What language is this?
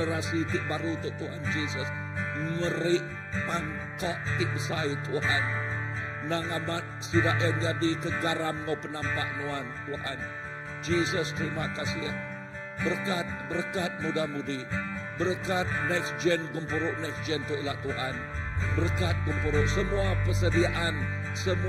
Iban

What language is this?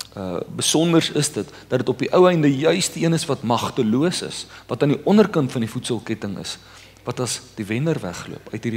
Afrikaans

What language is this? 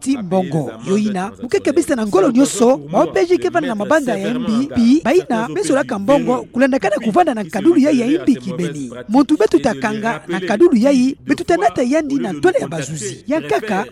Kituba (Democratic Republic of Congo)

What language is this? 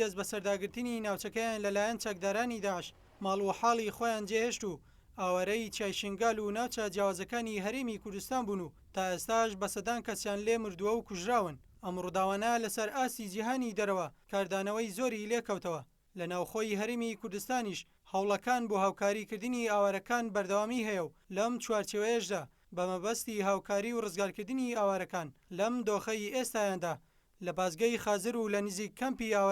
Central Kurdish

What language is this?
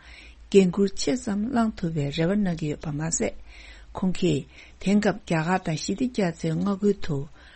Tibetan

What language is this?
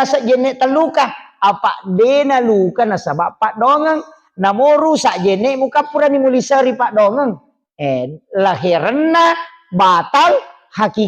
Buginese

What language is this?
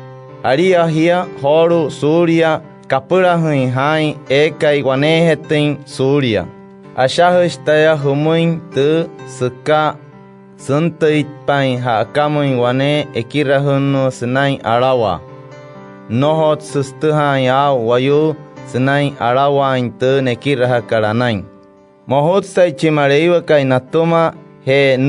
Wayuu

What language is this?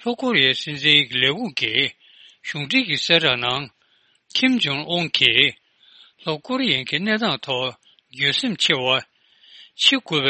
Tibetan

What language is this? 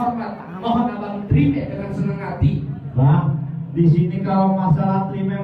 Betawi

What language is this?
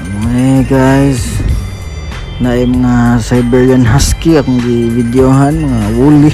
Cebuano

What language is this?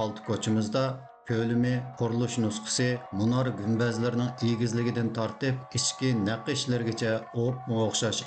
Uyghur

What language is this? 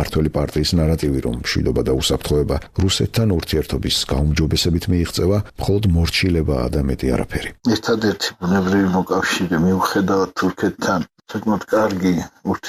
Georgian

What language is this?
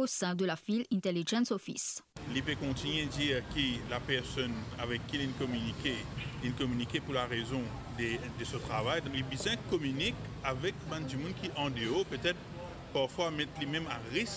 Morisyen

